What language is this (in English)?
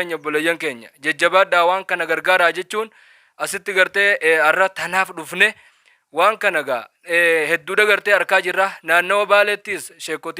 Oromo